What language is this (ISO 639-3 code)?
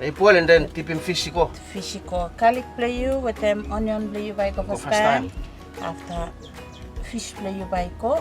bis